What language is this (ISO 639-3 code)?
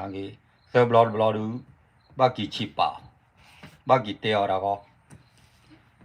ksw